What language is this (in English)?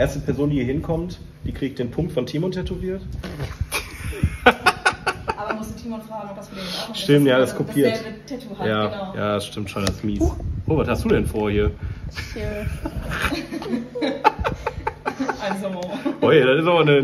German